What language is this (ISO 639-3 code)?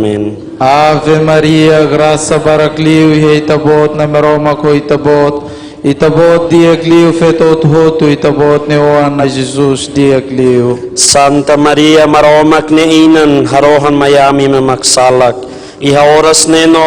tet